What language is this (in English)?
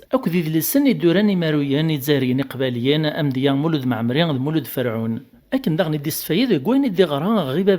Kabyle